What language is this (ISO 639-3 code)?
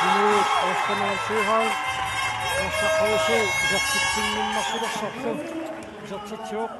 kal